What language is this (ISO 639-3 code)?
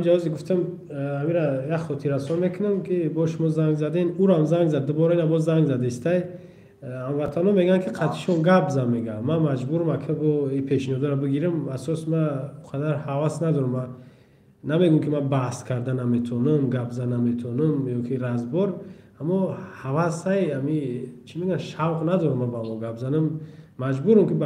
tgk